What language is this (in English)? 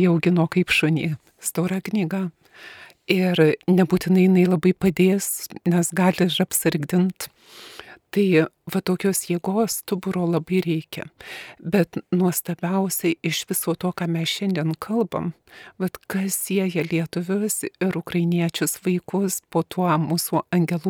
Lithuanian